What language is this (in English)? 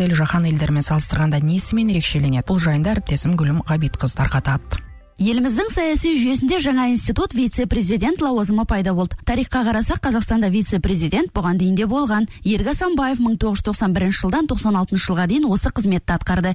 Kazakh